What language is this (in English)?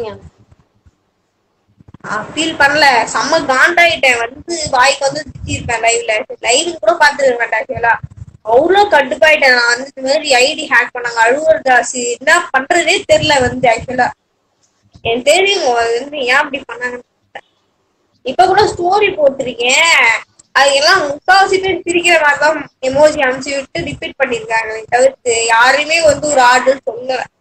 Tamil